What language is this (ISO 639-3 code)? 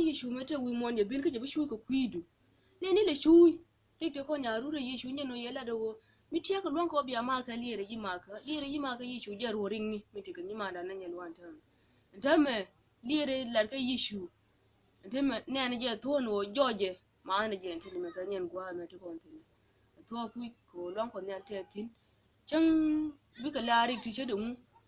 nus